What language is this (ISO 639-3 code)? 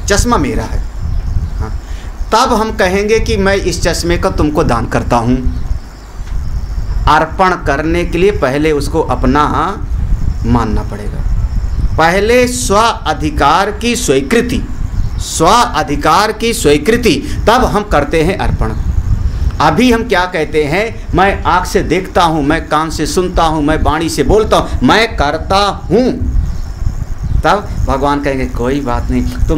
hin